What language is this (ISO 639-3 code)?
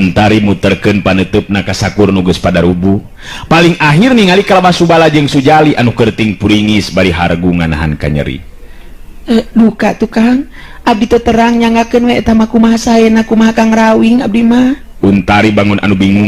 sun